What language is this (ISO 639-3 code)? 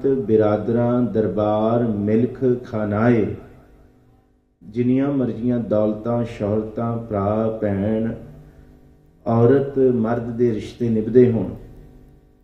pan